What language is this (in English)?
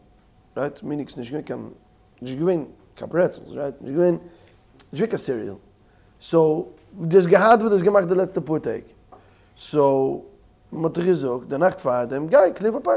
Yiddish